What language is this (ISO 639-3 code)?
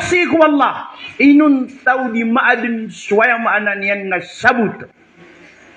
mrw